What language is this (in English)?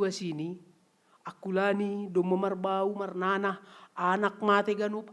Batak Simalungun